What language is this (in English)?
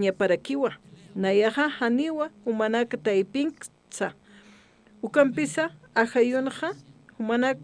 Aymara